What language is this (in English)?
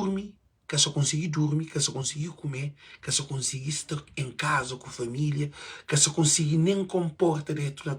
Kabuverdianu